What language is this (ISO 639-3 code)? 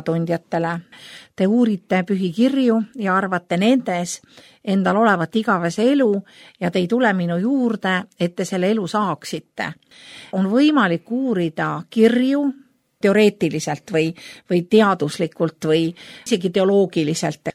est